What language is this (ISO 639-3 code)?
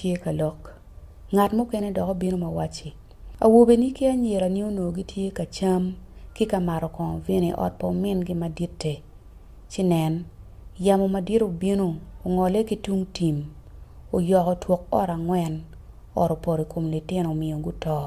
ach